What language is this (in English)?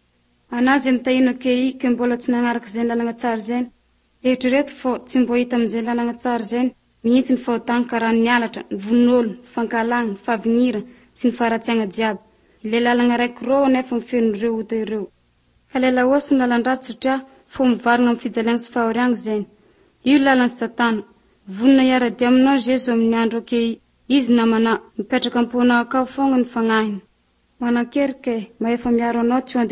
Malagasy